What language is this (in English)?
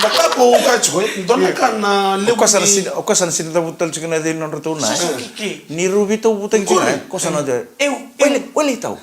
Fijian